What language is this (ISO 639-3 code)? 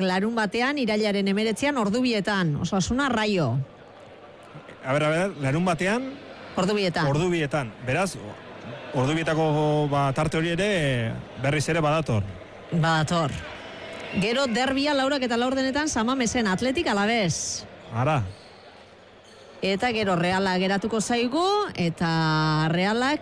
eus